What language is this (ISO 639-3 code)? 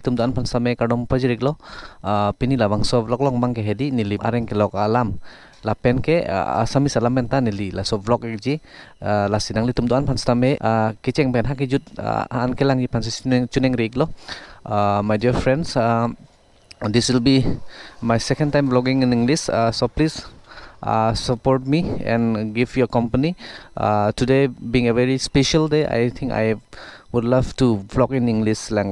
mjw